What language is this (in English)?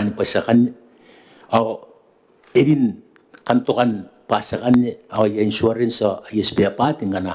Gilbertese